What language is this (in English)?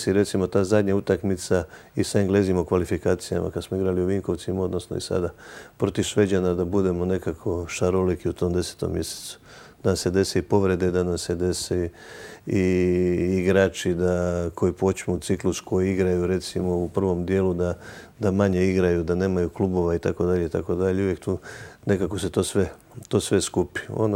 Croatian